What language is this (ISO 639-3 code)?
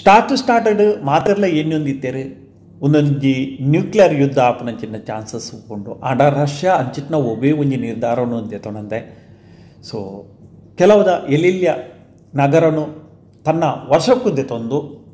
tcy